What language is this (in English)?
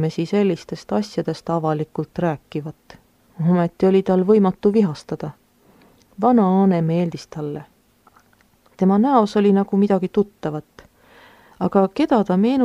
Estonian